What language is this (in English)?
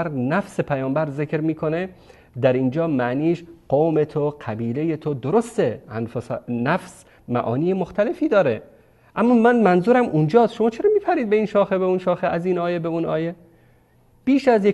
Persian